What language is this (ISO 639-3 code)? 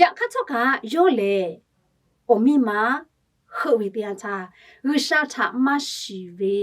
lhu